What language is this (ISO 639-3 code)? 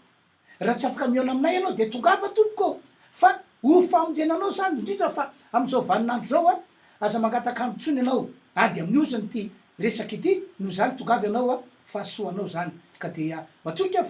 mlg